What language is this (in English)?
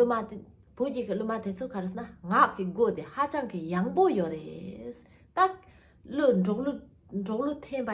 Tibetan